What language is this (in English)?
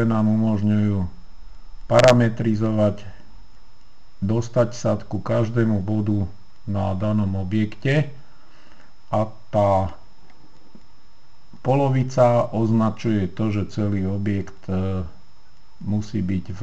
Slovak